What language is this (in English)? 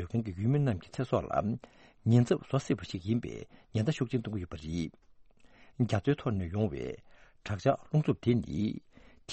Tibetan